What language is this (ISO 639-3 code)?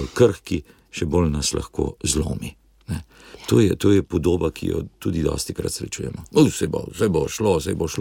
slv